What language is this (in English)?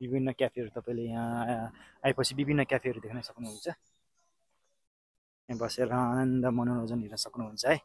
Nepali